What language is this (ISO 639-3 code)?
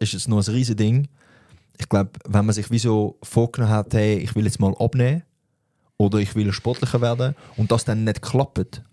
gsw